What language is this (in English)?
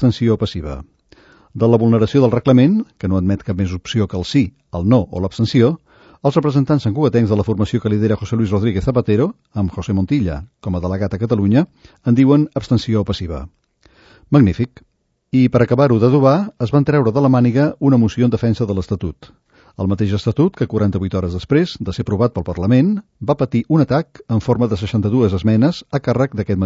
Catalan